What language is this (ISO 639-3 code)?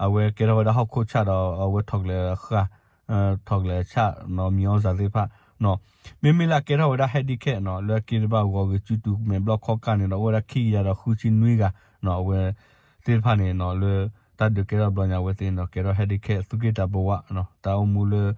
ksw